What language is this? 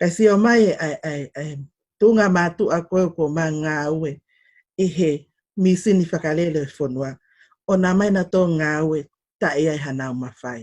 Tongan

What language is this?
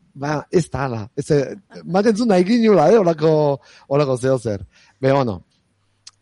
Basque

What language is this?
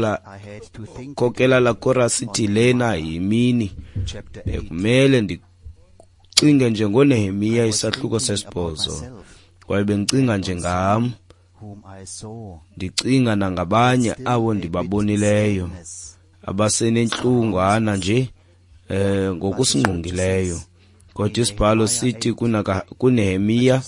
Xhosa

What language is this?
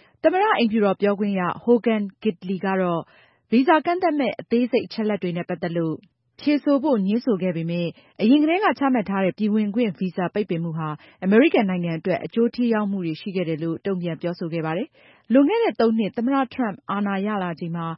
Burmese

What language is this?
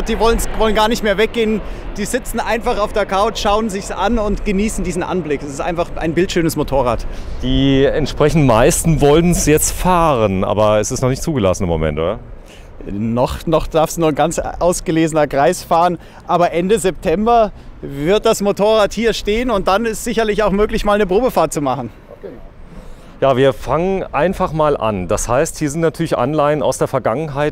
German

